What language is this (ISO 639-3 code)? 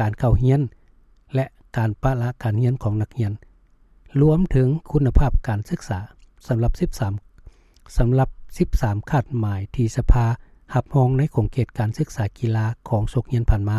lao